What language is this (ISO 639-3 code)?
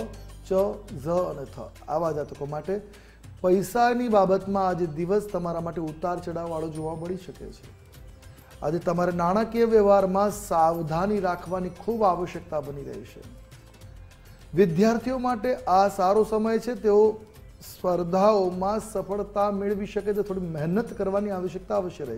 guj